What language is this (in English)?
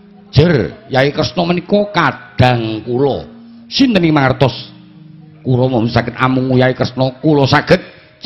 Javanese